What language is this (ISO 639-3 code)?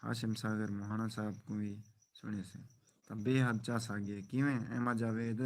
skr